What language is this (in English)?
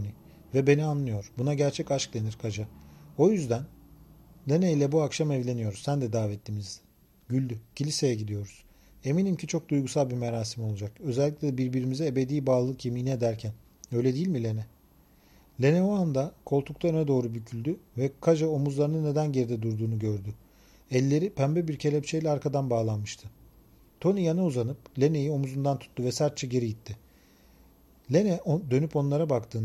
Turkish